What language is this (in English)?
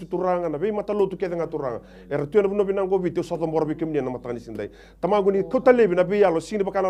Fijian